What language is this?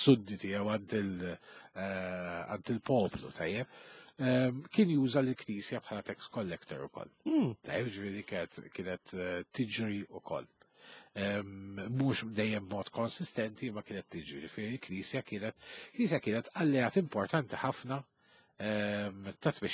Maltese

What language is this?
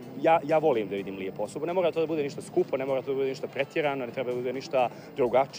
Bosnian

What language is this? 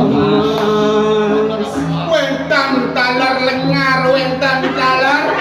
Balinese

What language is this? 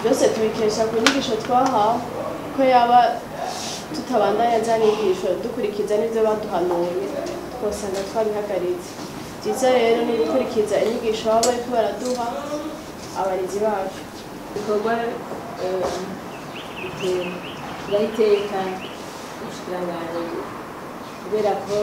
Rundi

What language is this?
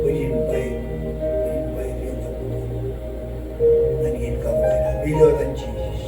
Marshallese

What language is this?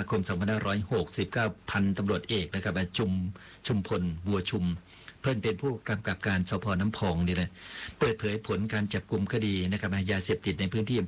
Thai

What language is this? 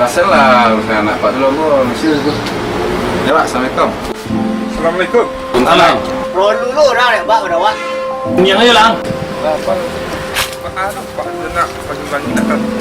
Minangkabau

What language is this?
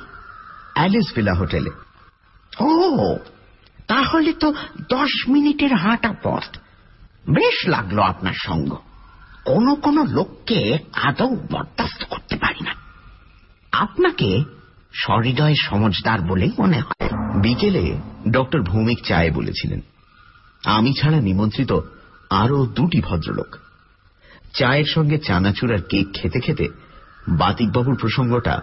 Bangla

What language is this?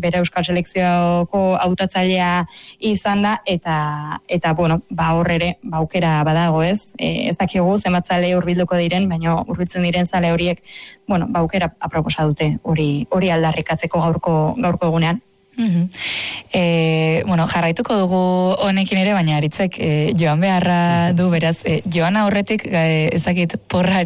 Basque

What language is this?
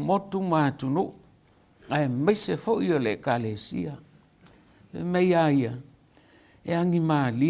Samoan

